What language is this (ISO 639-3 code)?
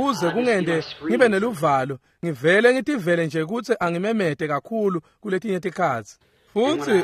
ssw